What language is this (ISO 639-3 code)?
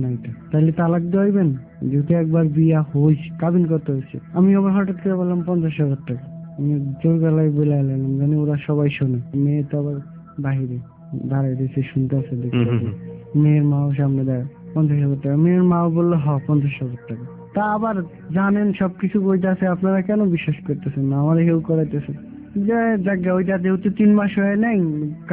ben